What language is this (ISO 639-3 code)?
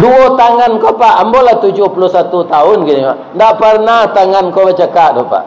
min